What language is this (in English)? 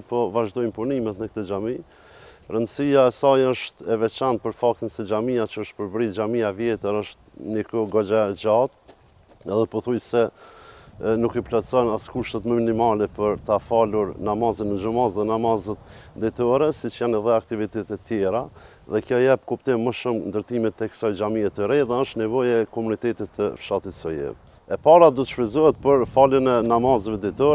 Albanian